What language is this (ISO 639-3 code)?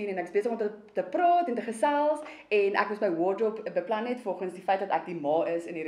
afr